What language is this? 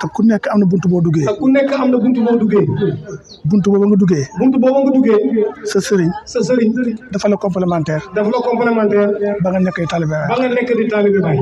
Wolof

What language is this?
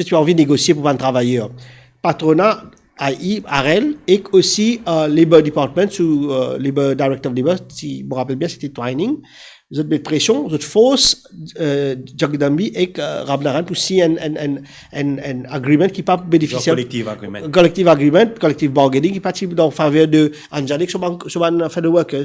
Morisyen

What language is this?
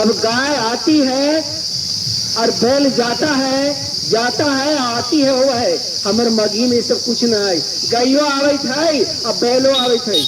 Magahi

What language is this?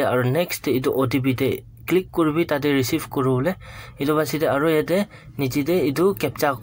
Naga Pidgin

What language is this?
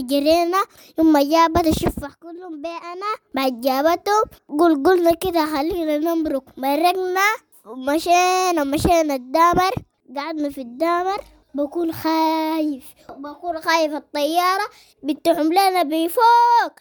Sudanese Arabic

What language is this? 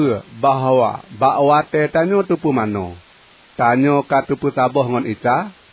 Achinese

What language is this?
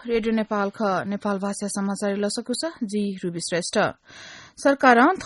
Newari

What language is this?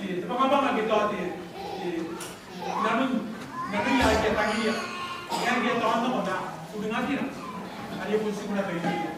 Gilbertese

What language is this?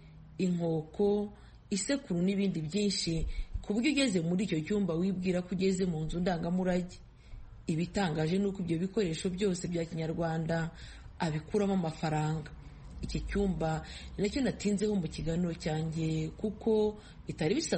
Kinyarwanda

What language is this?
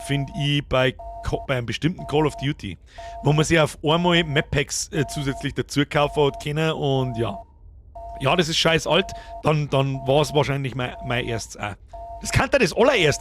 Bavarian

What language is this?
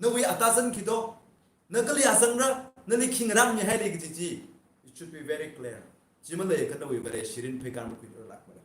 Tangkhul Naga (India)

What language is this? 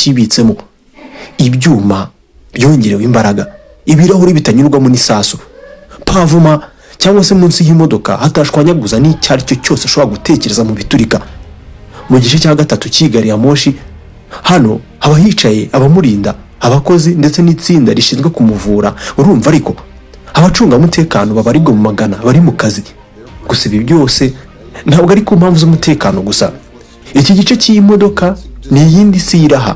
Kinyarwanda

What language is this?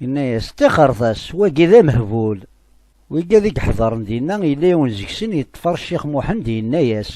Kabyle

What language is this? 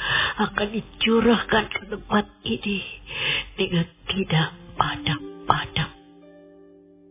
Indonesian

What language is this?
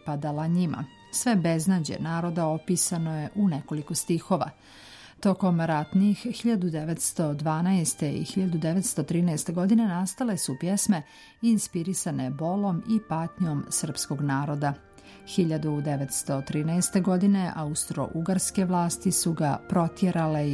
Serbian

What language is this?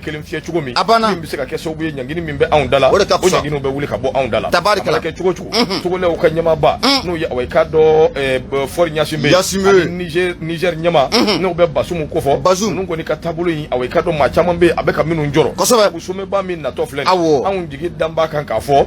Bambara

